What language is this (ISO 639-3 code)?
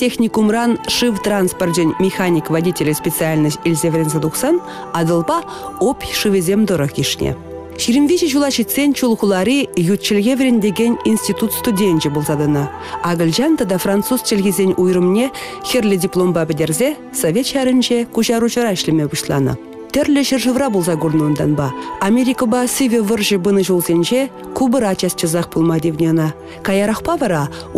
chv